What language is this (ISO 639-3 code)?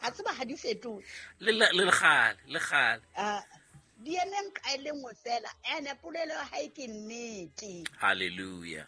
sot